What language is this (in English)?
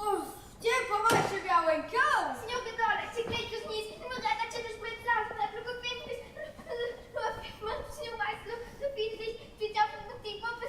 Romansh